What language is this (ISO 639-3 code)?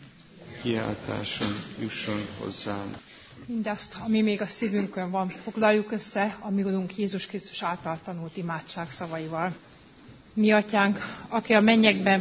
hun